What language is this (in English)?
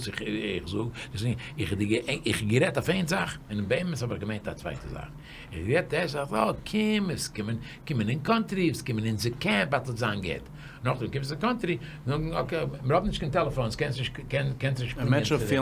Yiddish